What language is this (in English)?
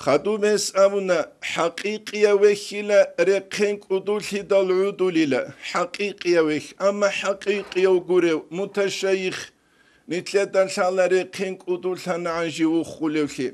Avaric